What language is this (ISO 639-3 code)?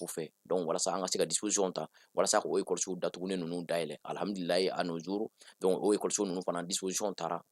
bam